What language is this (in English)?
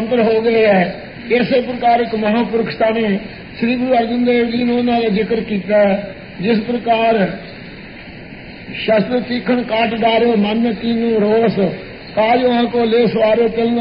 Punjabi